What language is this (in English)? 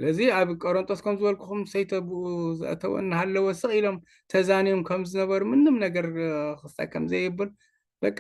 Tigrinya